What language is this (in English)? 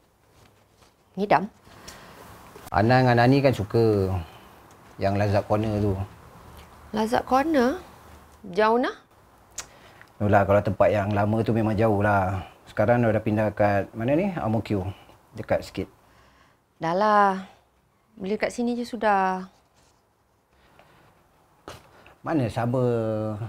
Malay